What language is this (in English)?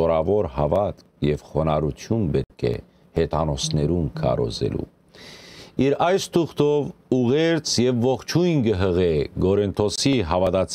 Western Armenian